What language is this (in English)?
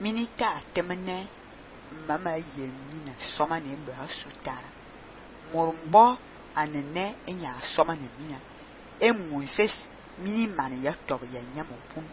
Fang